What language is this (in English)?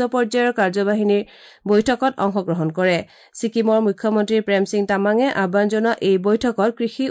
Assamese